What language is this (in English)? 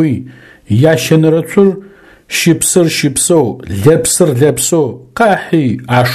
Adyghe